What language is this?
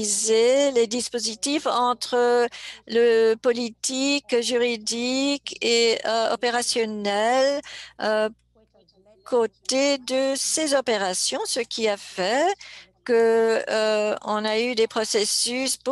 French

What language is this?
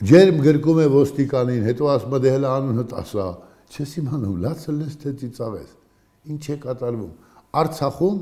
Armenian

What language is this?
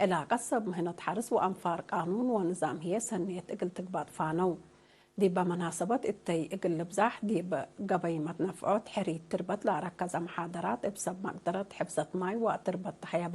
Tigre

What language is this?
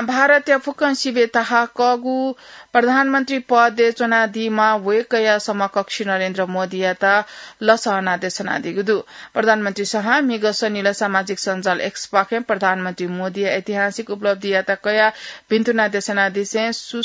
Newari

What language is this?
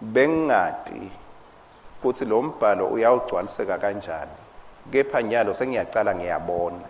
Swati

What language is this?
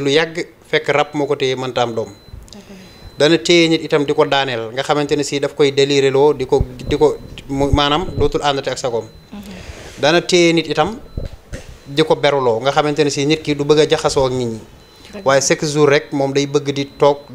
Wolof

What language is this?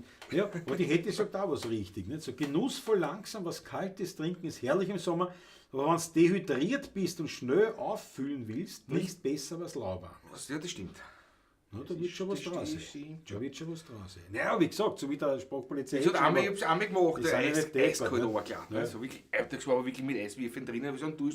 Bavarian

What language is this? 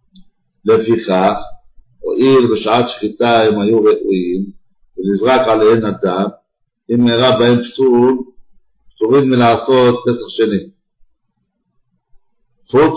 Hebrew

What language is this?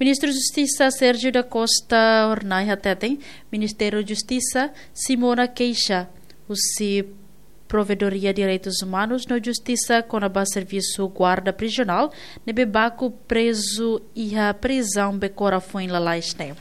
Tetum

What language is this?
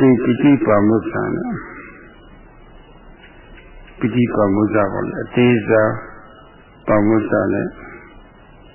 Burmese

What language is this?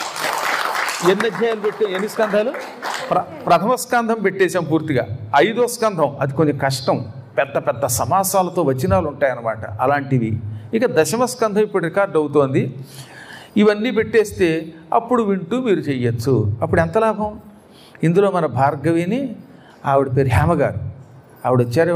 Telugu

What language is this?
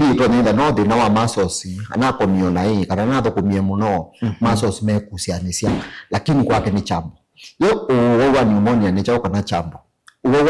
Kamba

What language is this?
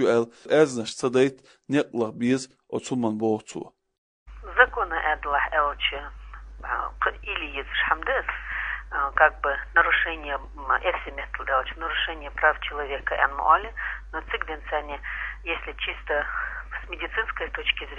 Chechen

